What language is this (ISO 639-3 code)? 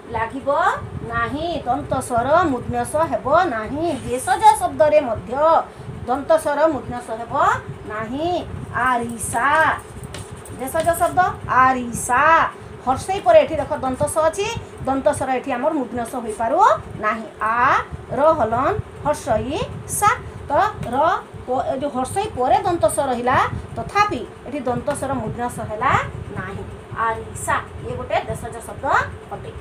ori